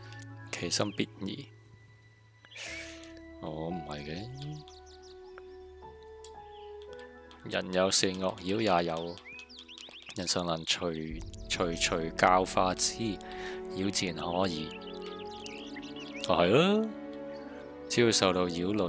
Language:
Chinese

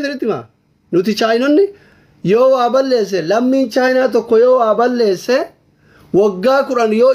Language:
Oromo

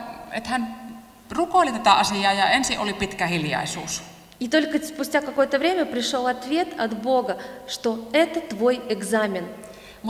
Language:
Finnish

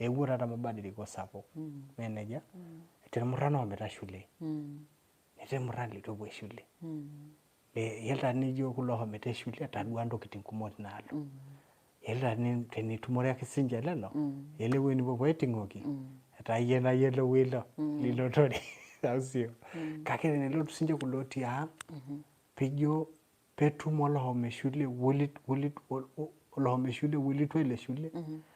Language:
Masai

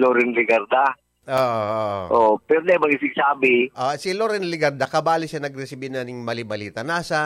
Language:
Bikol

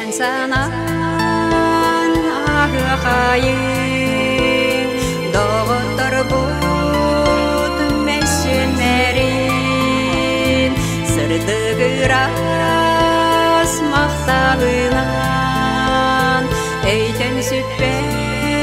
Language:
Yakut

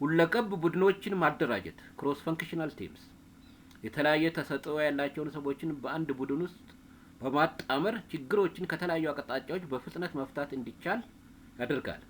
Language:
Amharic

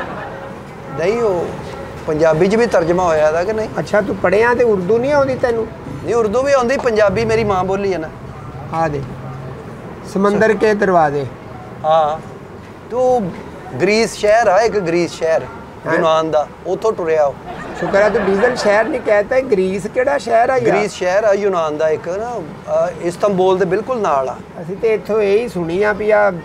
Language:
Punjabi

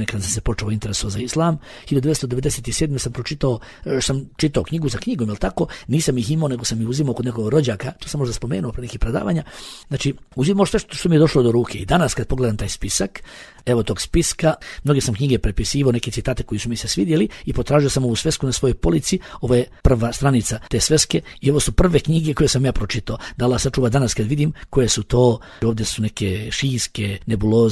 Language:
Bosnian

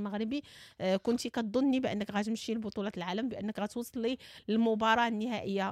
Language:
Moroccan Arabic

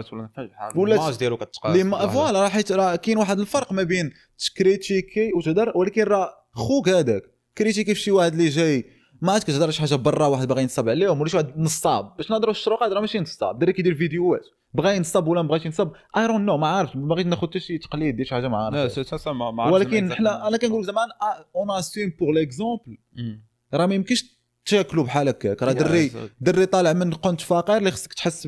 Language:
Moroccan Arabic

